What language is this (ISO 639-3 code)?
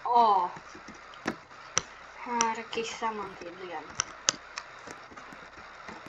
swe